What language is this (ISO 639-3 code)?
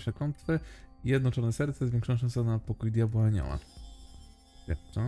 pol